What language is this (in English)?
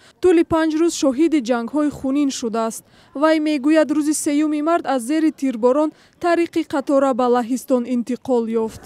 Tajik